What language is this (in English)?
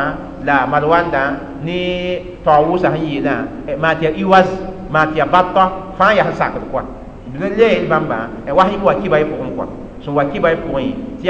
Mossi